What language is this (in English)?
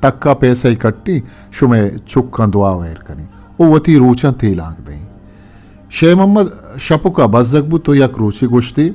Eastern Balochi